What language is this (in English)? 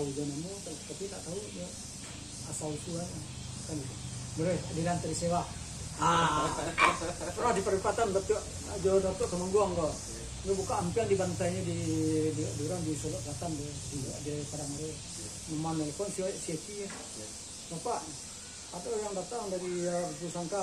Minangkabau